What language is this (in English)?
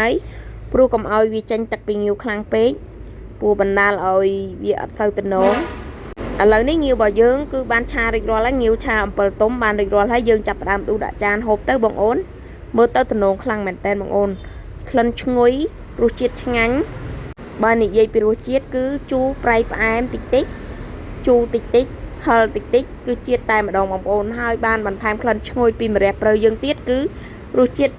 Khmer